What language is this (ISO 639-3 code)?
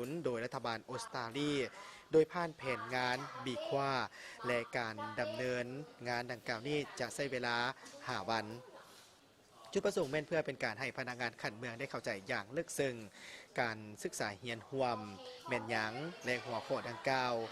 lao